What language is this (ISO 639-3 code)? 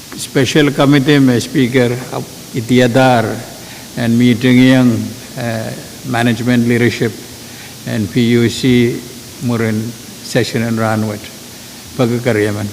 pon